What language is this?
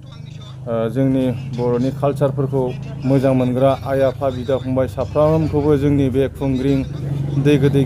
Bodo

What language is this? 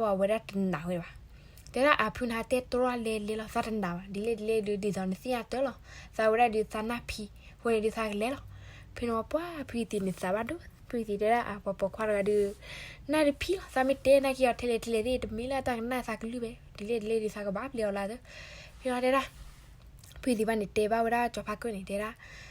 S'gaw Karen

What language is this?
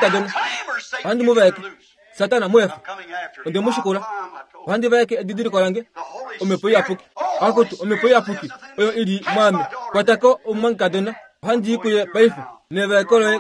Kuanyama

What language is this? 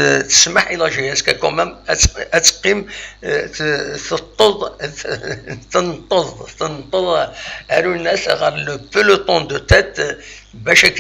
Kabyle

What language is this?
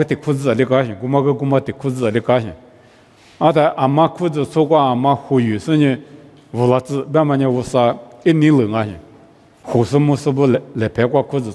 Lisu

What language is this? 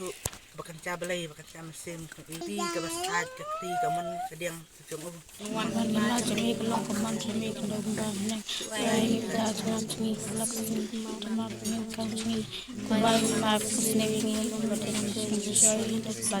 Khasi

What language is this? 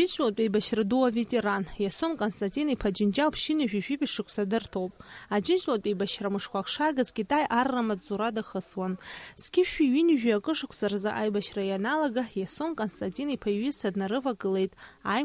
Abkhazian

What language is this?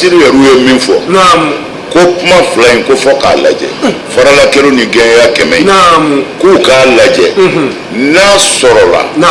Bambara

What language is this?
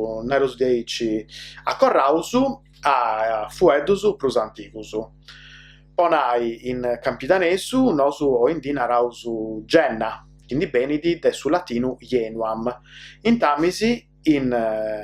Sardinian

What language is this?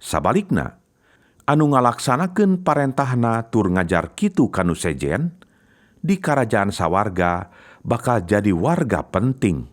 Sundanese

